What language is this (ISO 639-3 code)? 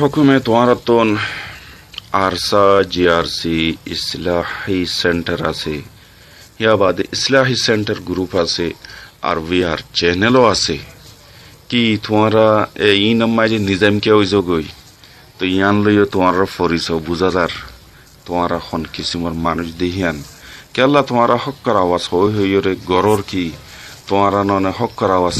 rhg